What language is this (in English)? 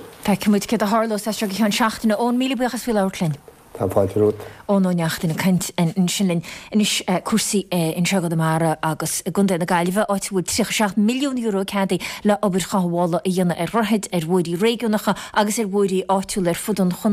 Irish